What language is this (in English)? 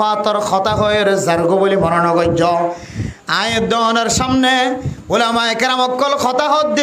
Rohingya